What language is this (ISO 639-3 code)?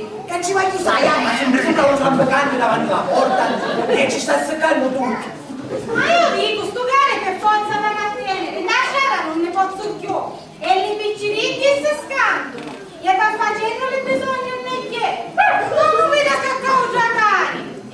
scn